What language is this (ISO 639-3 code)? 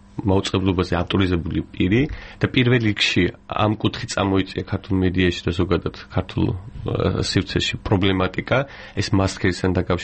kat